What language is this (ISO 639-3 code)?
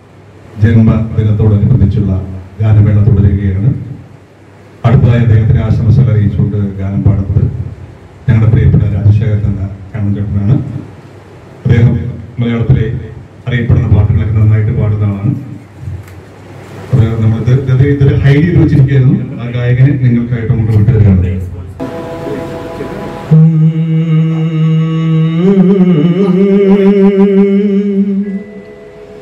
mal